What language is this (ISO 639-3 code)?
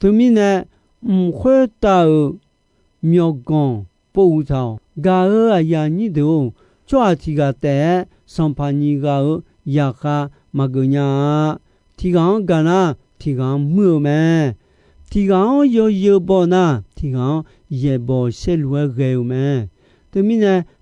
ahk